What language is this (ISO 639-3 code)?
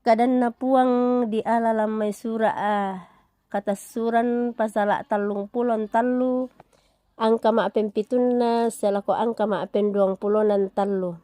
sda